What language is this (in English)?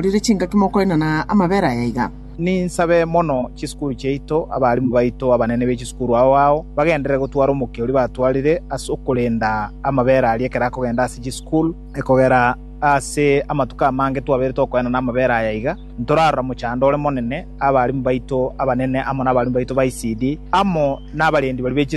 Gusii